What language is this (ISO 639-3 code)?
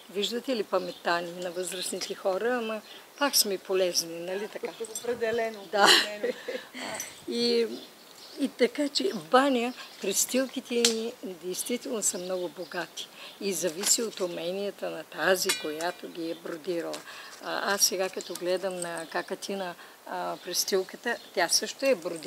bul